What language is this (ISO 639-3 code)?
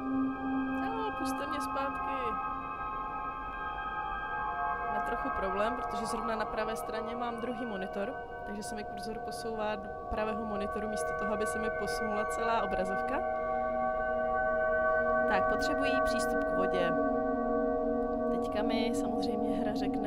ces